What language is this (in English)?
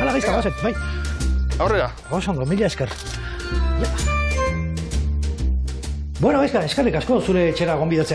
Basque